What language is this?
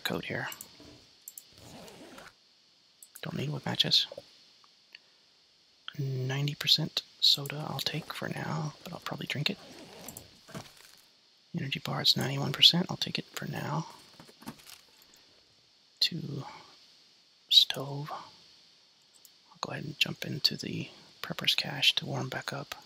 English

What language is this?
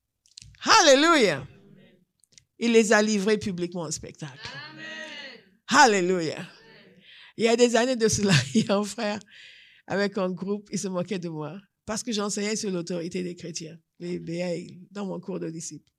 French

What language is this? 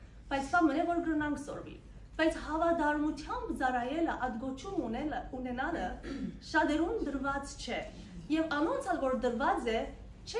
Western Armenian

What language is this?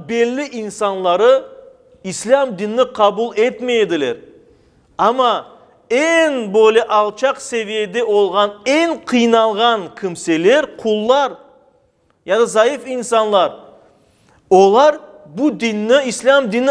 Crimean Tatar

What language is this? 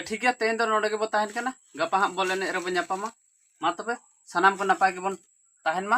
Santali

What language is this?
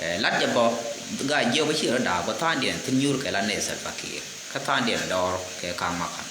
Nuer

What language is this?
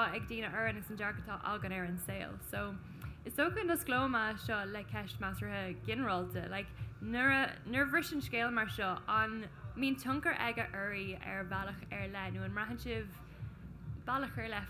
Irish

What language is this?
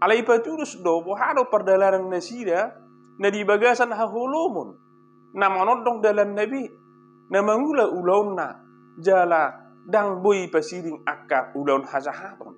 Batak Toba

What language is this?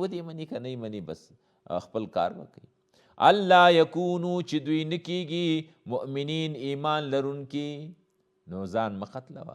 Pashto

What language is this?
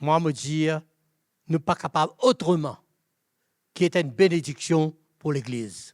Morisyen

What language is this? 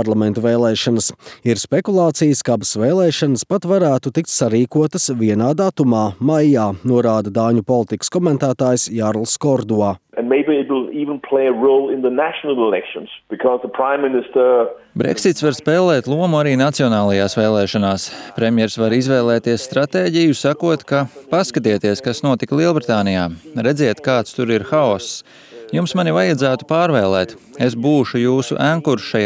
Latvian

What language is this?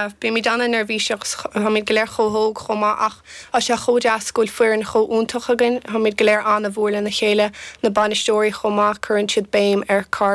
Irish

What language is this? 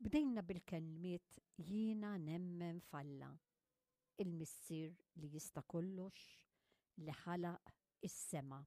Maltese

